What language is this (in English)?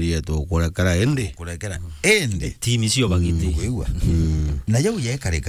Meru